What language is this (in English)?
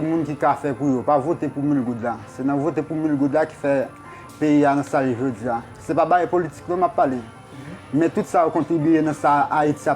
Haitian Creole